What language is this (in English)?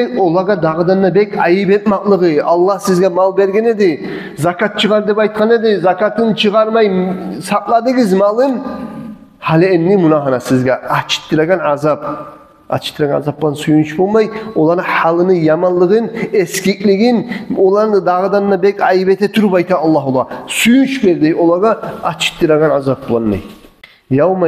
Kumyk